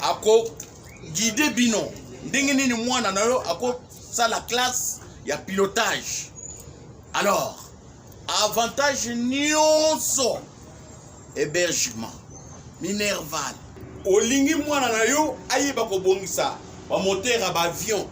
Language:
Lingala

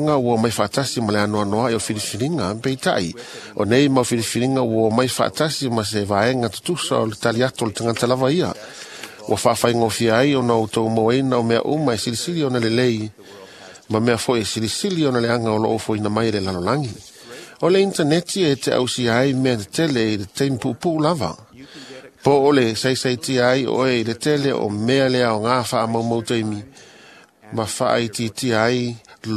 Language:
Samoan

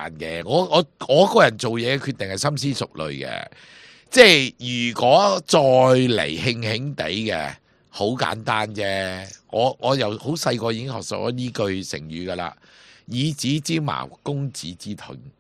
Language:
Cantonese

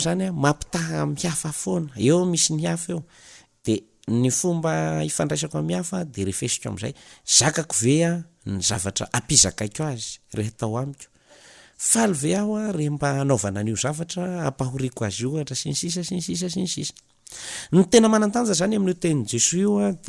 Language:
Malagasy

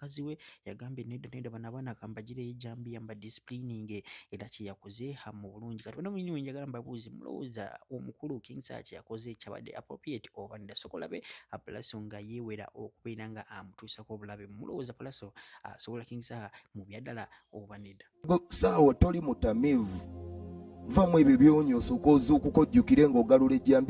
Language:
Ganda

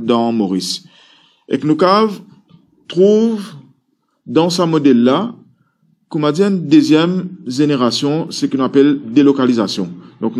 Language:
Morisyen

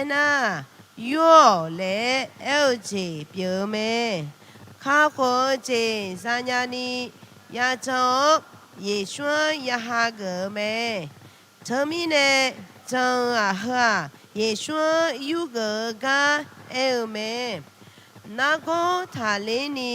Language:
Akha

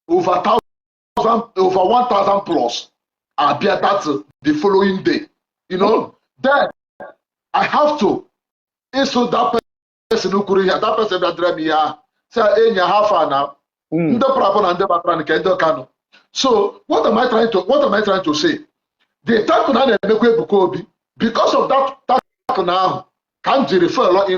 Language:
Igbo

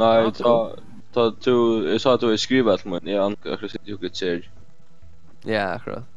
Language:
Faroese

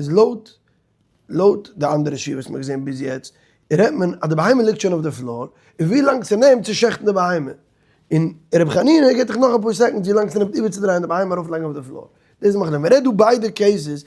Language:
Yiddish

